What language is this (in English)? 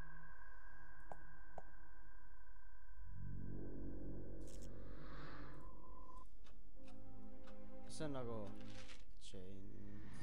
Estonian